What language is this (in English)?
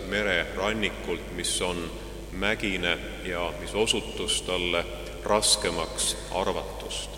Estonian